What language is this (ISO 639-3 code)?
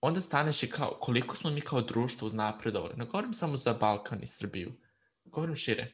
srp